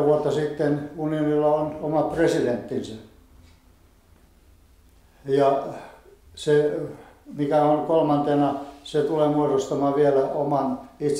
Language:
Finnish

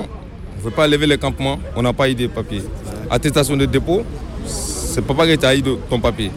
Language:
French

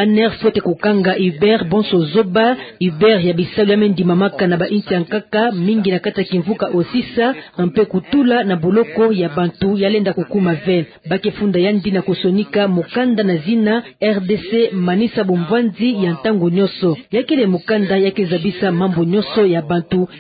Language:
Kituba (Democratic Republic of Congo)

